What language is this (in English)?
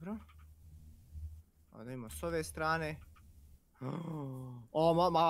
Bosnian